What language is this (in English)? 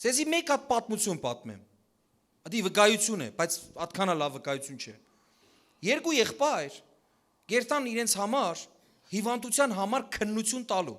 Western Armenian